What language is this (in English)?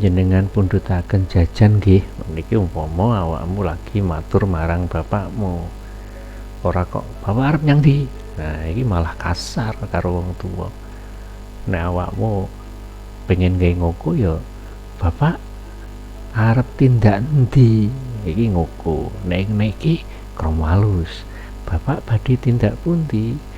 Javanese